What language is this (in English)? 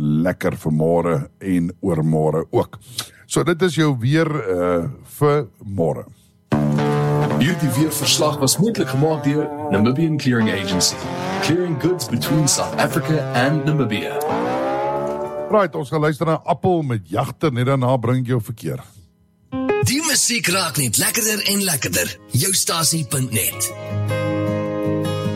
Afrikaans